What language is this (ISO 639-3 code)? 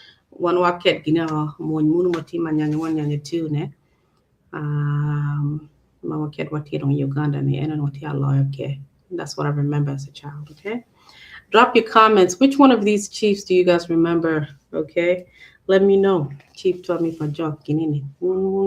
ach